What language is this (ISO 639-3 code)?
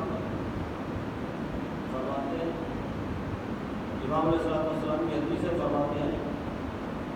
urd